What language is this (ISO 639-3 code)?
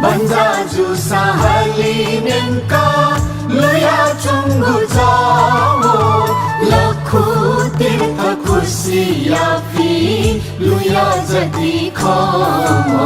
new